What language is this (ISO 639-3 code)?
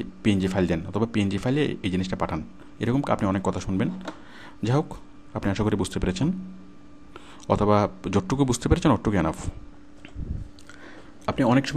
ben